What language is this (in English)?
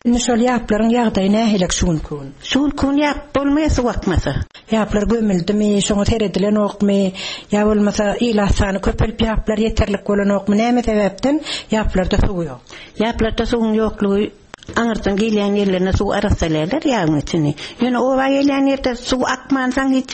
Turkmen